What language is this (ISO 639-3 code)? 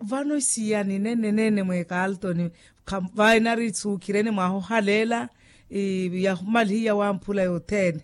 vmw